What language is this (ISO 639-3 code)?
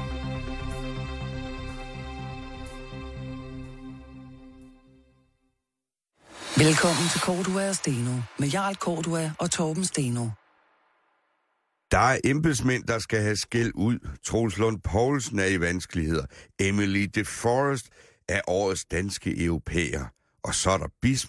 dan